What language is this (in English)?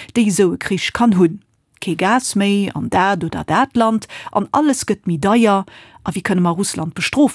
Luxembourgish